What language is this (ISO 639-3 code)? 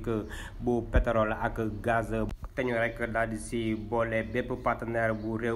wol